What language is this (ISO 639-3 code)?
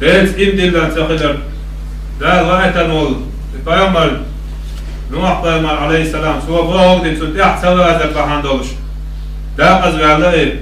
che